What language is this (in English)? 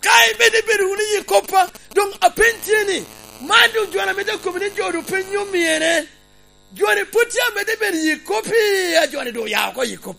Lango (Uganda)